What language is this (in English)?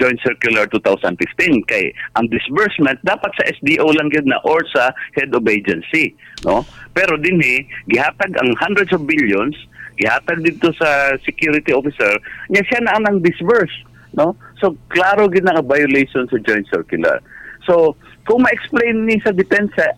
Cebuano